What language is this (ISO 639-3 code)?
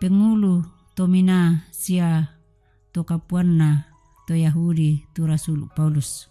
sda